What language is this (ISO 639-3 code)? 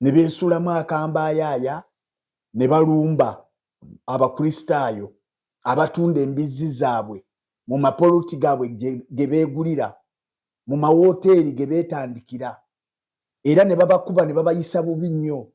lug